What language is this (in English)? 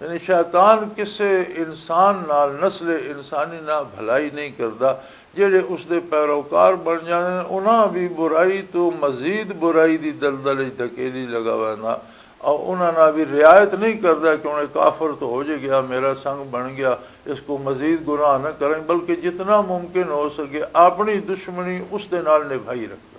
Western Panjabi